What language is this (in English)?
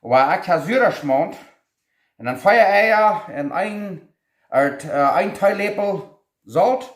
Plautdietsch